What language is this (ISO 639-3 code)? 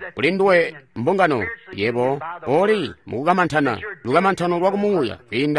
toi